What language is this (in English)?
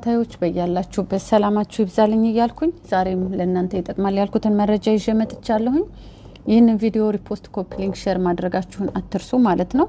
Amharic